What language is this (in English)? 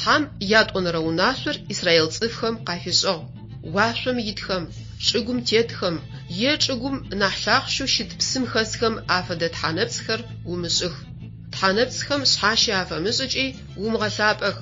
Adyghe